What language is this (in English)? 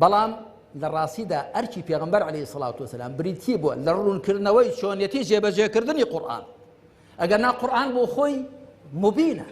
Central Kurdish